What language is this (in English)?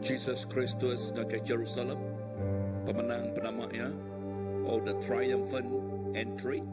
Iban